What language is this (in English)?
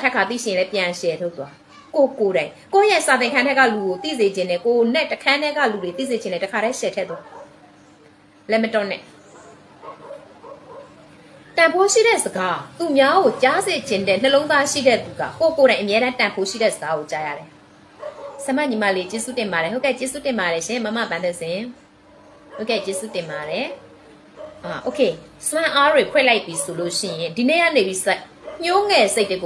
Burmese